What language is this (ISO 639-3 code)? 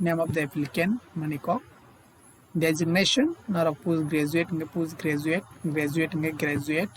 trp